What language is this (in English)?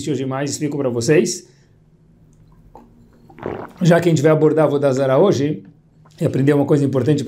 Portuguese